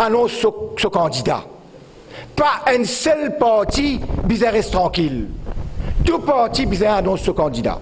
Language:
Morisyen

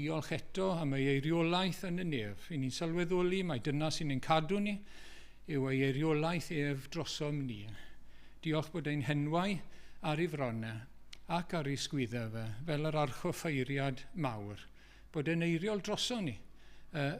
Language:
Welsh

